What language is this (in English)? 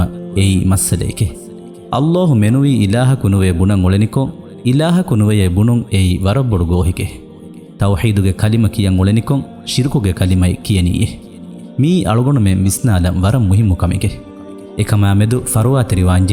Divehi